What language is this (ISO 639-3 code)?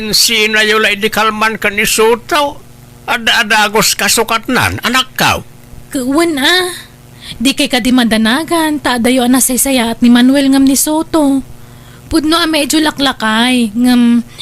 ilo